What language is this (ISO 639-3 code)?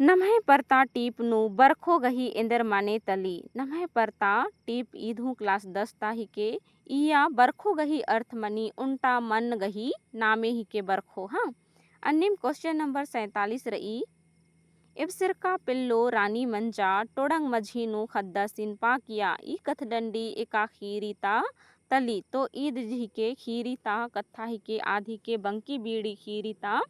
kru